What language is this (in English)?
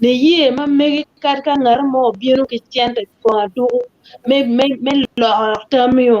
Acoli